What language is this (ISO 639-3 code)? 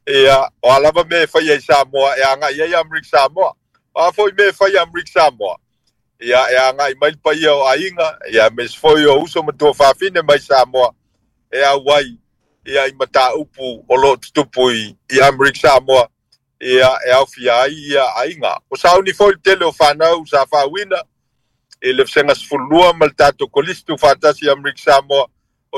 smo